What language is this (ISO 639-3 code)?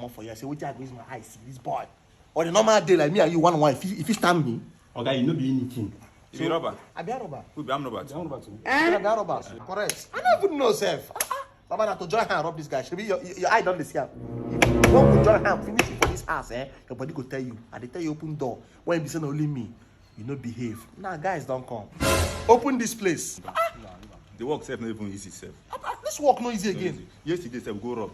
pcm